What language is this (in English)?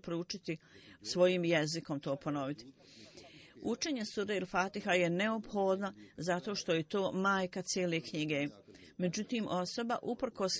Bosnian